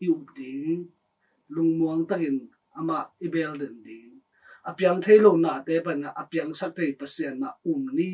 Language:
Tedim Chin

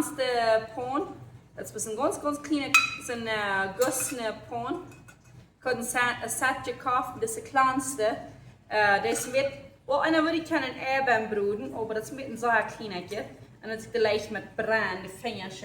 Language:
Plautdietsch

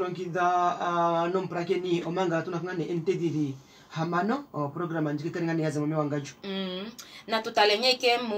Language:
Kuanyama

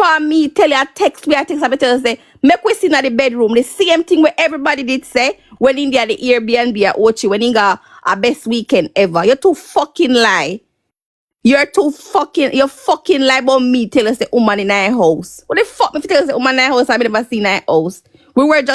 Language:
Jamaican Creole English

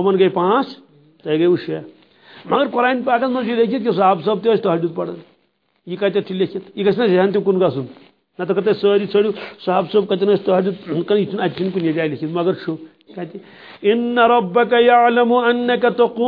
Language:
Kashmiri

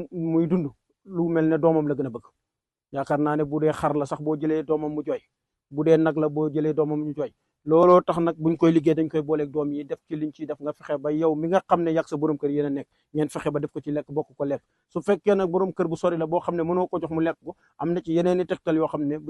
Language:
Wolof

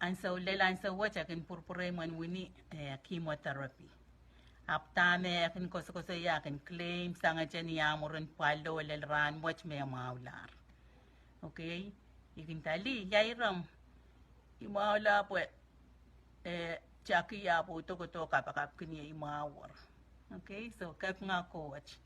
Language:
Pohnpeian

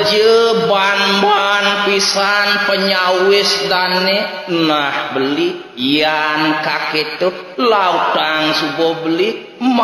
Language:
Balinese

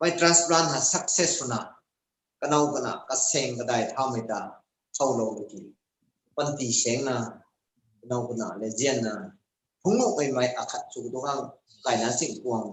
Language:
Rongmei Naga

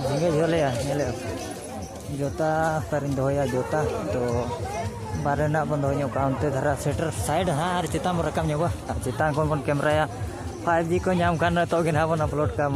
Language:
Santali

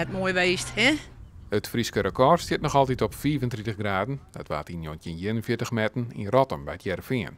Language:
Western Frisian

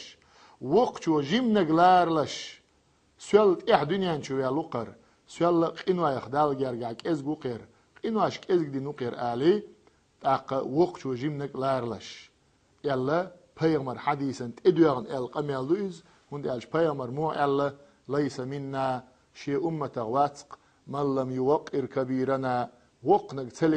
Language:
Chechen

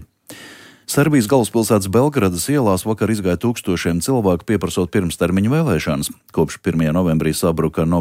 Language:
Latvian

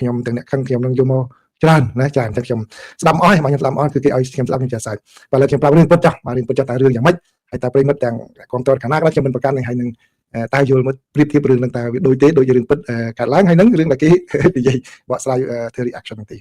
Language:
Khmer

